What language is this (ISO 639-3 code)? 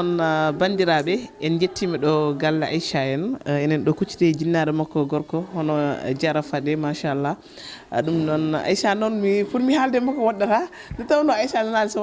ful